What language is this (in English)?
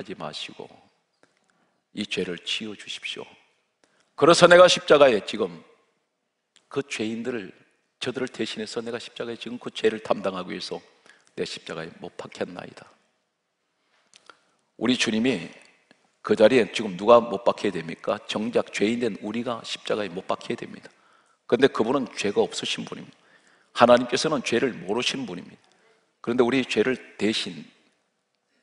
Korean